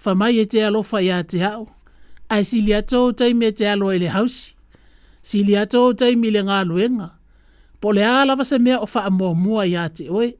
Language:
Samoan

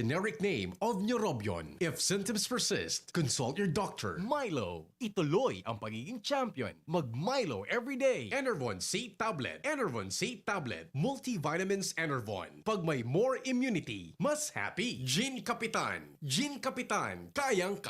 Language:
Bikol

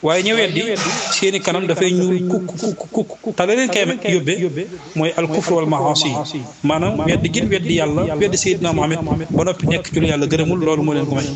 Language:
Wolof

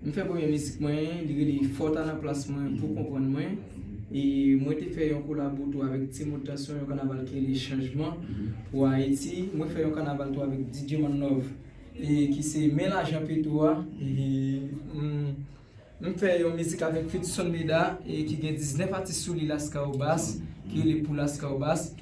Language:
Haitian Creole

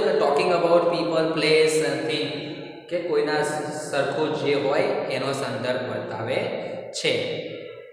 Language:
Gujarati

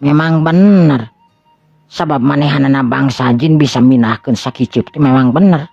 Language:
Sundanese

